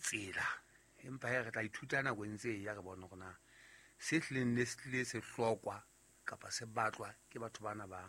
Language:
Southern Sotho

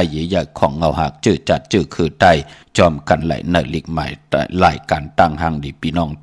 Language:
Shan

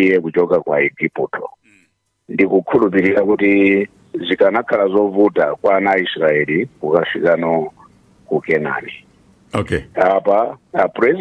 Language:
Nyanja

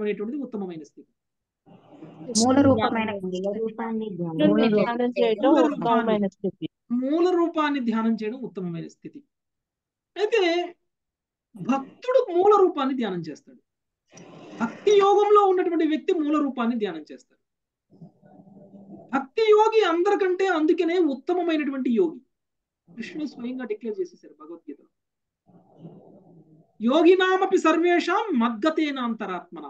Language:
Telugu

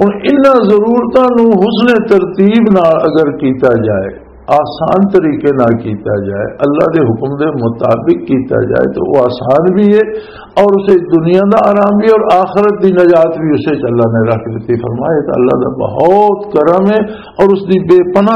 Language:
Western Panjabi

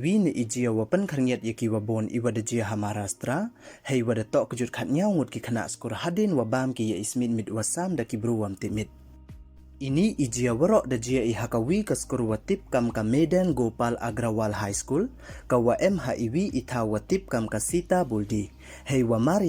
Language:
Pnar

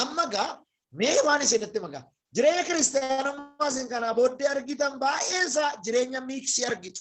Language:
Oromo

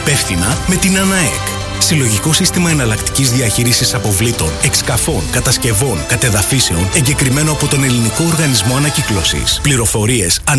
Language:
Greek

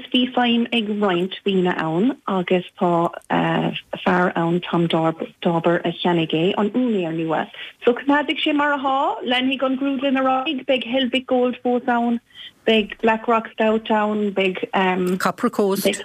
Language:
Irish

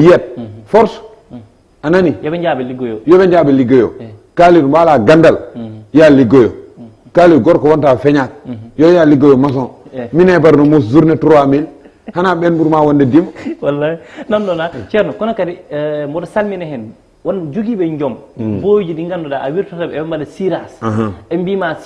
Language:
Fula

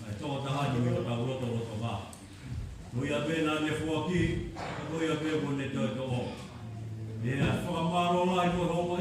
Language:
Tongan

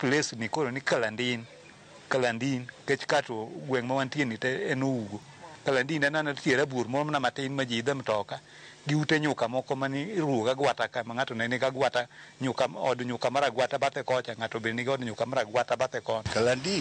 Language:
Luo (Kenya and Tanzania)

